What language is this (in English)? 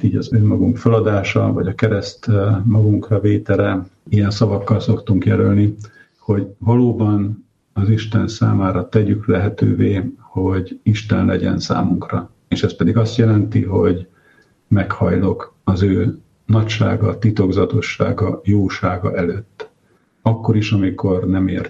Hungarian